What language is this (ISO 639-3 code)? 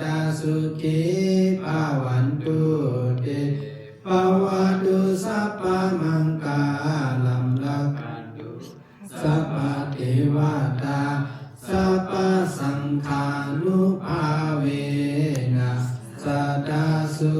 pli